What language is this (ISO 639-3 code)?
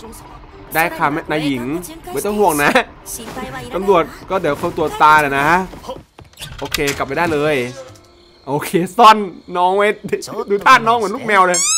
tha